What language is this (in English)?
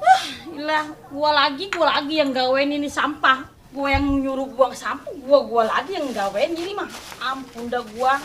Betawi